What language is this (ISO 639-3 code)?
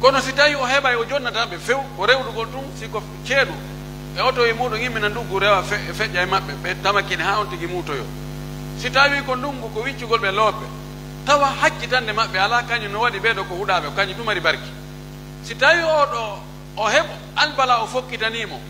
fuf